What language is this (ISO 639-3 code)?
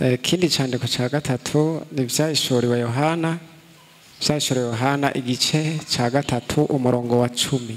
run